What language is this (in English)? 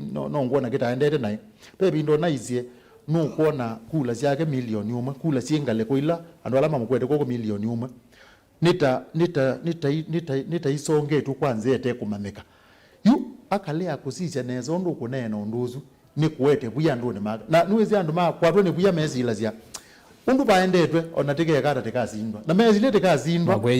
Kamba